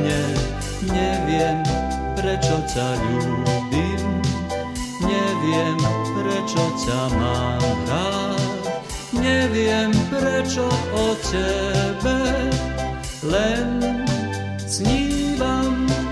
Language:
Slovak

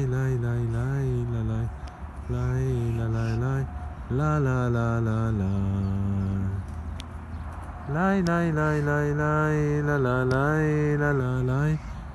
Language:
Persian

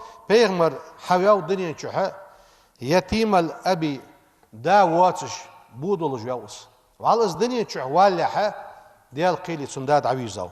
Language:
Ingush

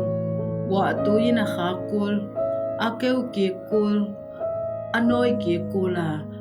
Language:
Tedim Chin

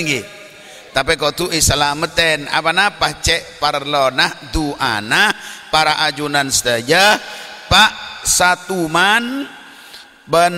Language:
Madurese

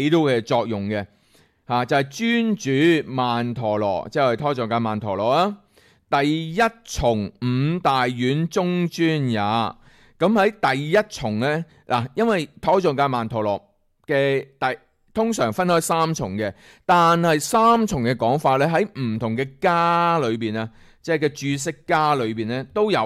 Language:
Cantonese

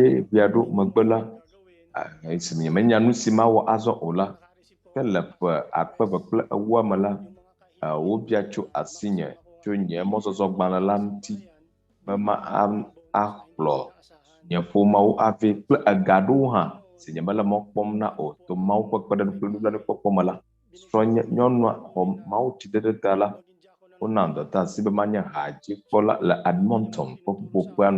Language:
Ewe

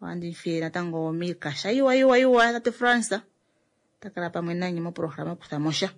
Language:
Kuanyama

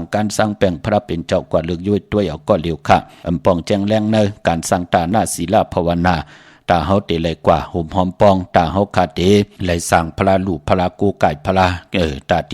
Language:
Shan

